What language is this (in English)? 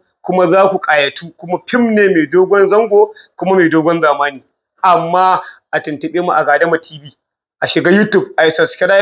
Hausa